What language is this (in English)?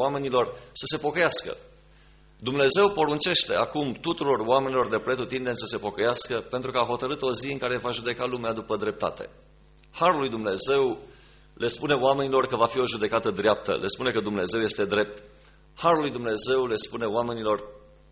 Romanian